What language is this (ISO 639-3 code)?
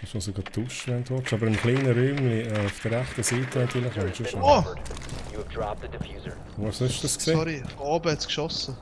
gsw